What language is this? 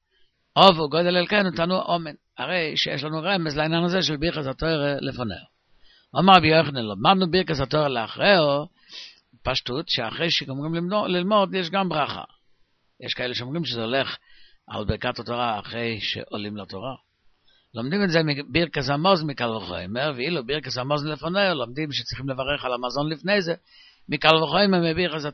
Hebrew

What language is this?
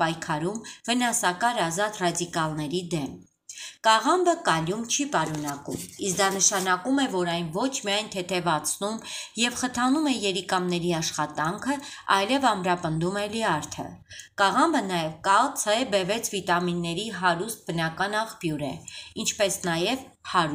Armenian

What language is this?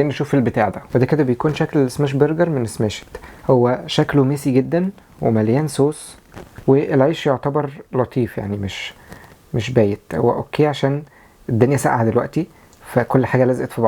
Egyptian Arabic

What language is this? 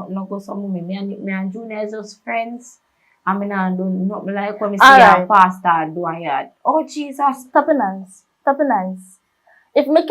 Jamaican Creole English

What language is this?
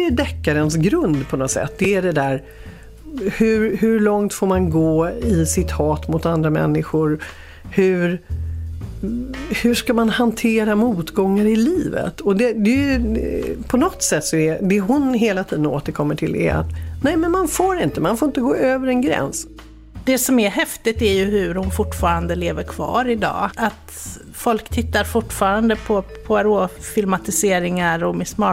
Swedish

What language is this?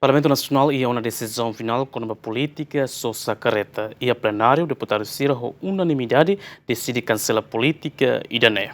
Tetum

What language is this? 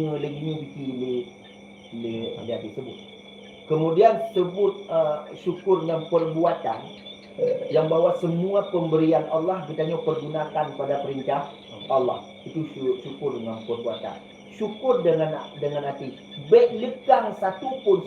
Achinese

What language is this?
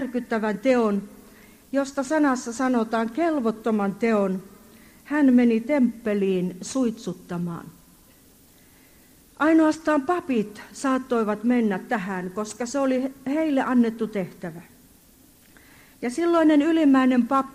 Finnish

